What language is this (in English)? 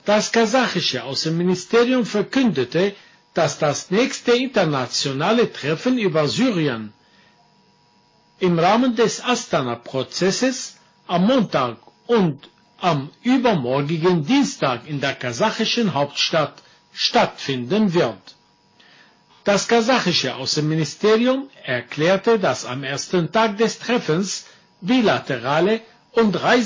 German